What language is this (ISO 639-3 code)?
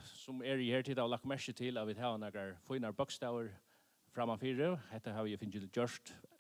fao